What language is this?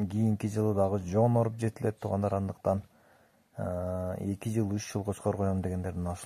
Kyrgyz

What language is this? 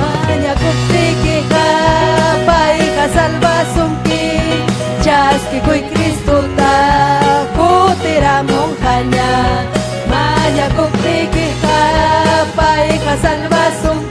Ayacucho Quechua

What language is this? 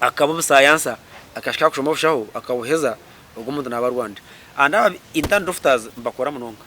Nyankole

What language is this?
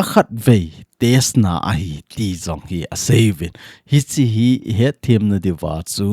Thado Chin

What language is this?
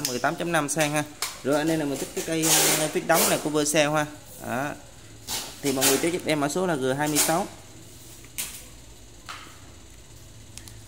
Vietnamese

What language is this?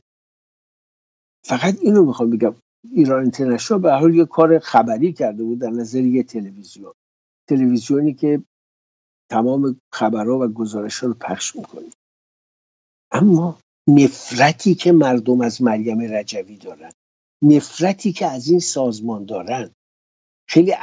Persian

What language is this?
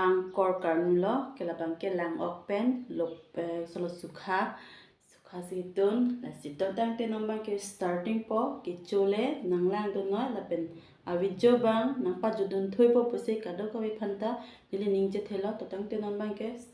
Karbi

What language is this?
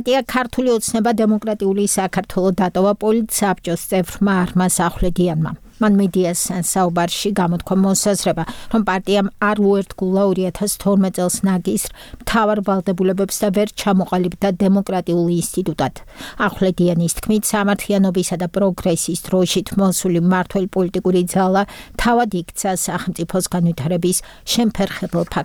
Georgian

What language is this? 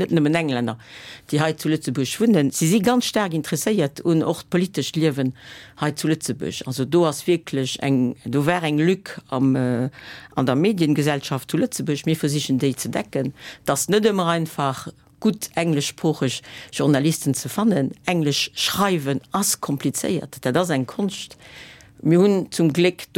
Luxembourgish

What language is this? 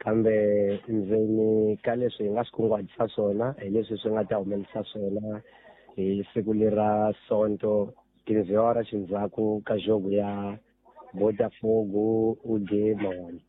Tsonga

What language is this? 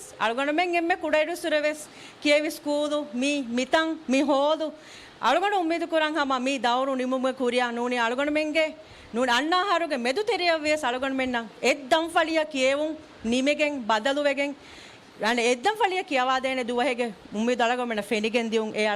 Divehi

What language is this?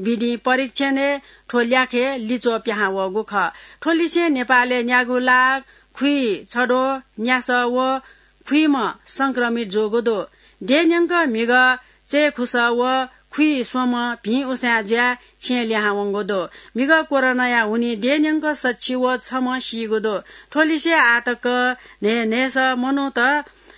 Newari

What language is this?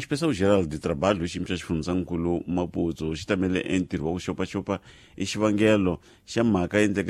Tsonga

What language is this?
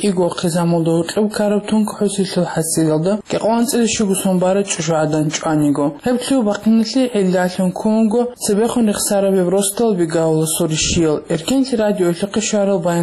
Avaric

